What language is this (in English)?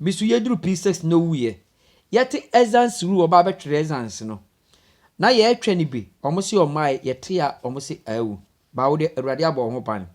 Akan